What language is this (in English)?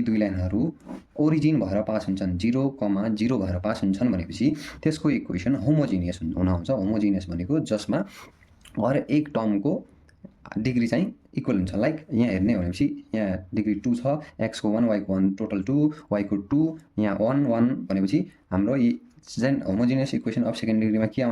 Nepali